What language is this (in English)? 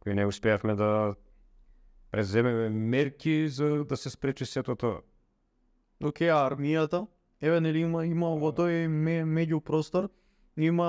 Macedonian